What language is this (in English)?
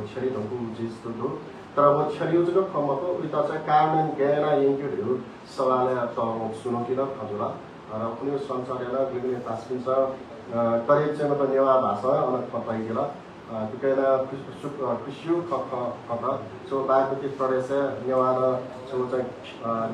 Newari